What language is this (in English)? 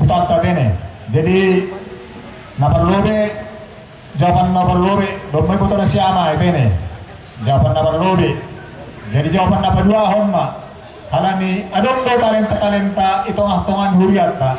Batak Simalungun